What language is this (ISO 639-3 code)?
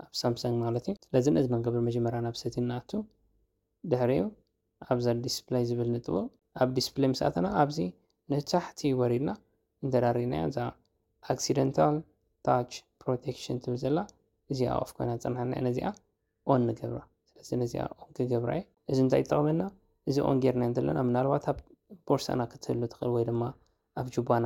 tir